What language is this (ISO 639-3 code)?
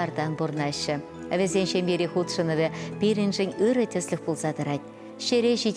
chv